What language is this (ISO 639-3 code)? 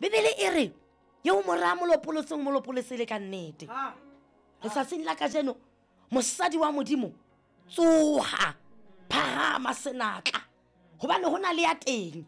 sot